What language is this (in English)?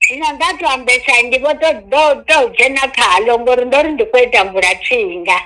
Venda